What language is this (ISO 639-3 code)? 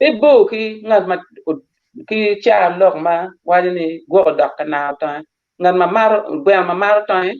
ach